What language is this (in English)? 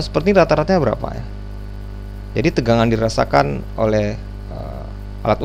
Indonesian